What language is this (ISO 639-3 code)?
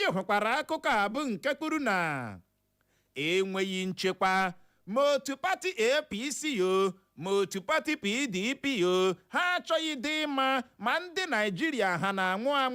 ibo